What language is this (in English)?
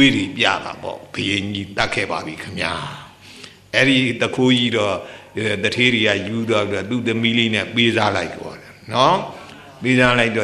Burmese